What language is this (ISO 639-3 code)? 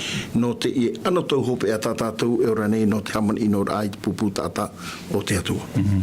tah